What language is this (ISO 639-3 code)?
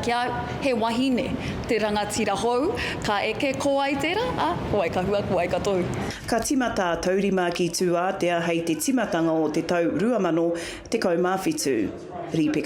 mri